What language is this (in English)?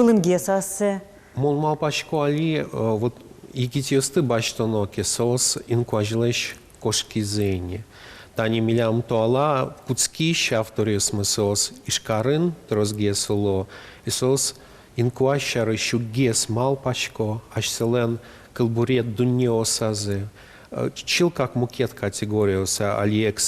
Udmurt